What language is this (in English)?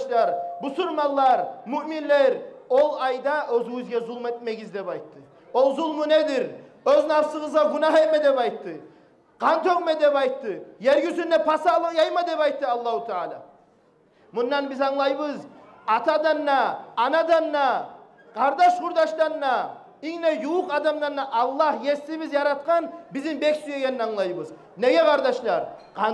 Kumyk